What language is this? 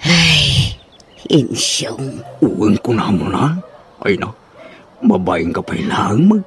Iloko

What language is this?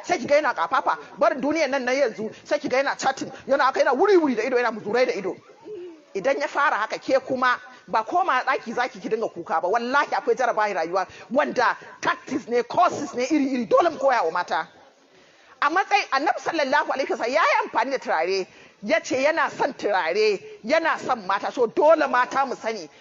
Hausa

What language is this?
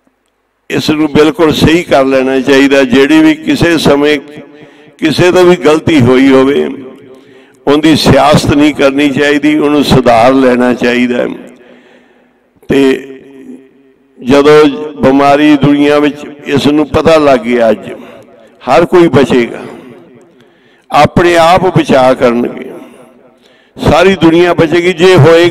Punjabi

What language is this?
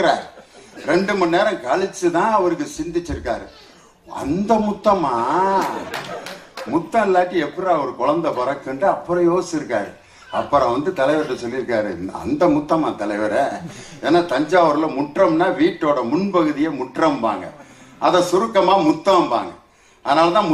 Tamil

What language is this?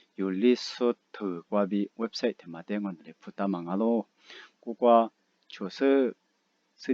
Lisu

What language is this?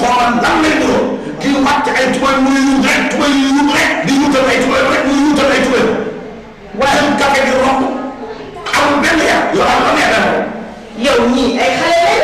Wolof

